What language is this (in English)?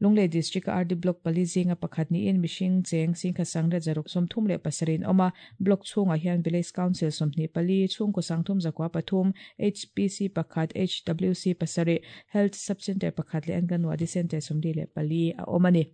Mizo